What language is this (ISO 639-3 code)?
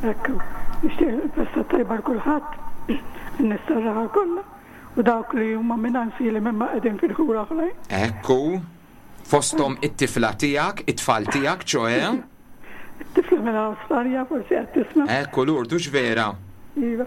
mlt